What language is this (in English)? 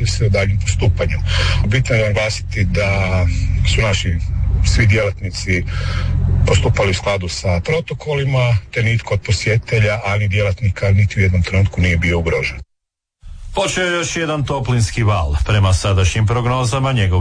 Croatian